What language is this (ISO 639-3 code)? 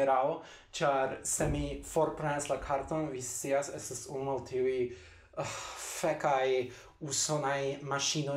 epo